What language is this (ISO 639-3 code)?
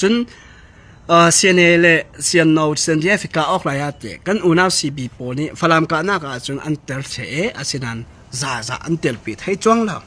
cfm